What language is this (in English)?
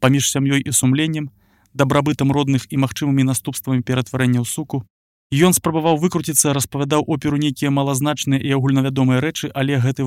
Belarusian